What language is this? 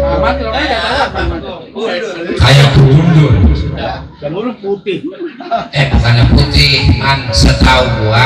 Betawi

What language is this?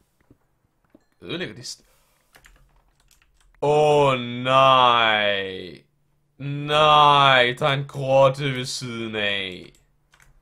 Danish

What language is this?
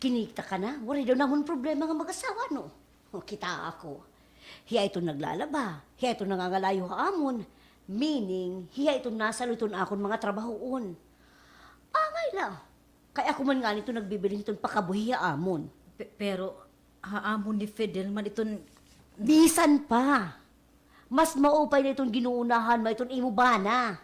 Waray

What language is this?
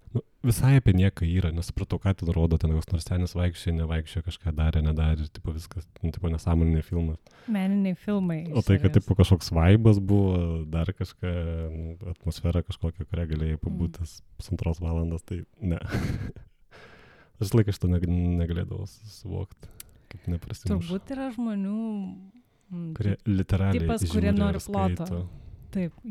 Lithuanian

